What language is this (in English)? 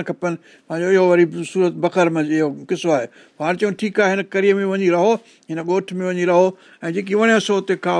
Sindhi